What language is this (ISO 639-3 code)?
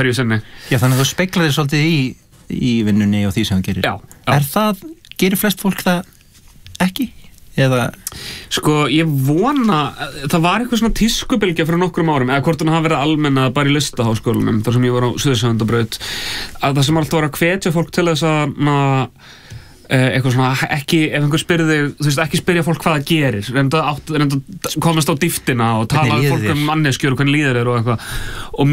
isl